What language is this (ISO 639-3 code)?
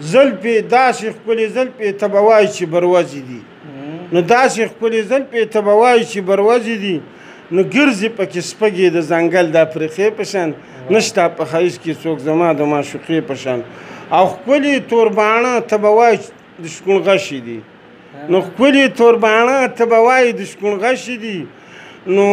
pus